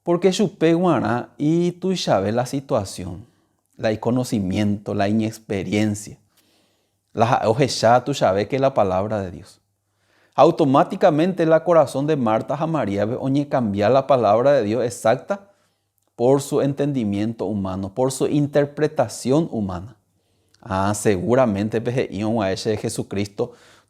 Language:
Guarani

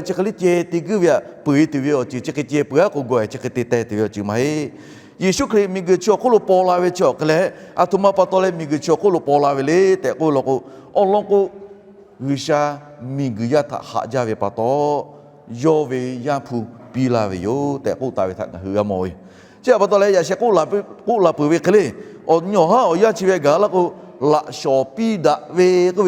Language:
Lahu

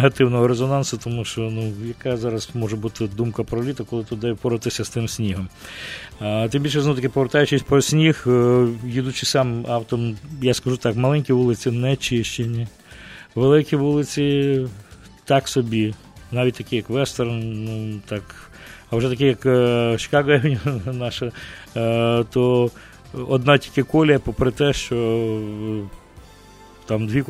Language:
Ukrainian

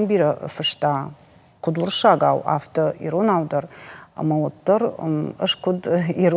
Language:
Ossetic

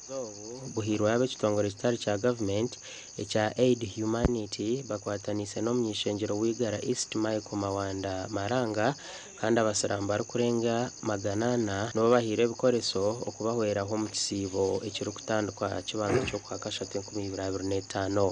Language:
Nyankole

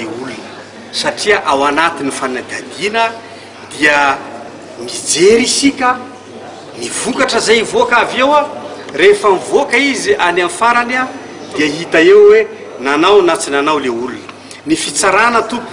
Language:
Malagasy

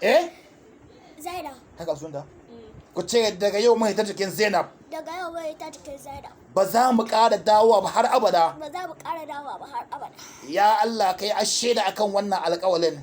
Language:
Hausa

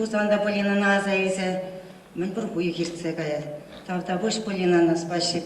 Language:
Chuvash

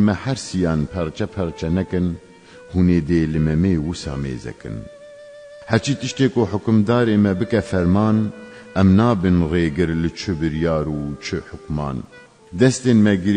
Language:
Kurdish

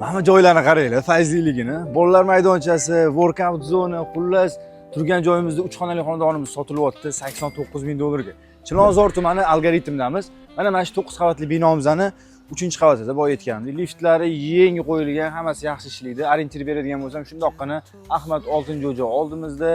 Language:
Uzbek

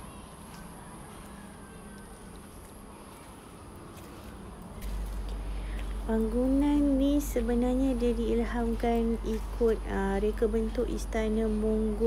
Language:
Malay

